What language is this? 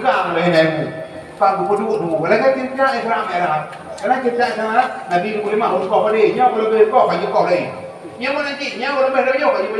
Achinese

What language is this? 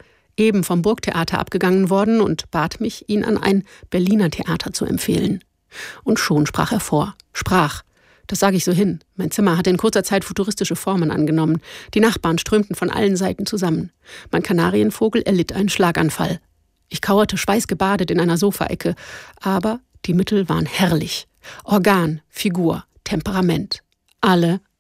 German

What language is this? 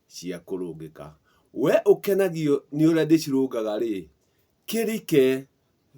Kikuyu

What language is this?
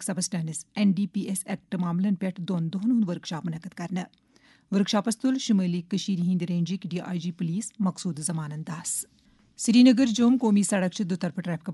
Kashmiri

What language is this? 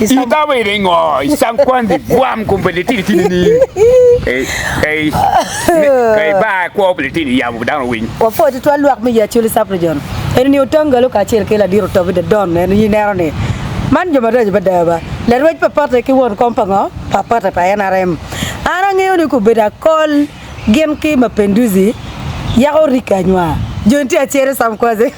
Acoli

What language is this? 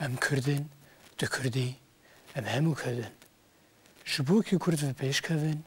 Kurdish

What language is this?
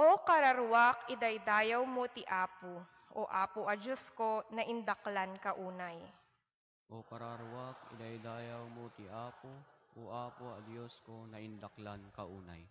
Iloko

